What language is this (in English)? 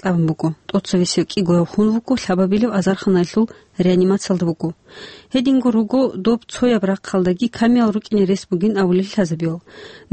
Avaric